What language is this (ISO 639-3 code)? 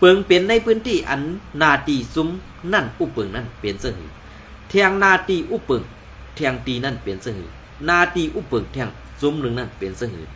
shn